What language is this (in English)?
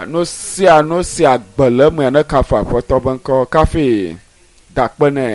Ewe